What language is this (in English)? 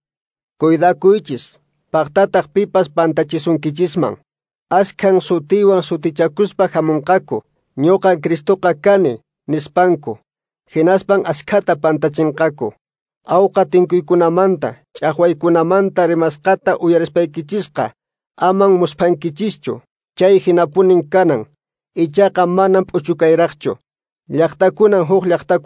Quechua